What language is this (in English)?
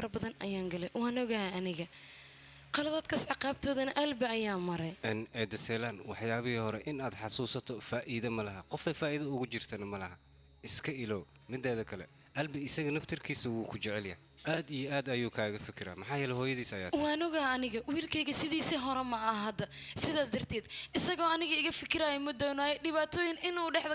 Somali